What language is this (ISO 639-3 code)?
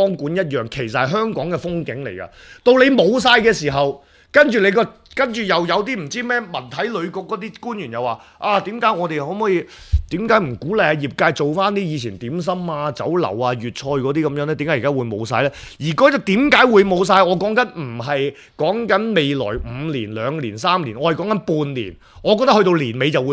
yue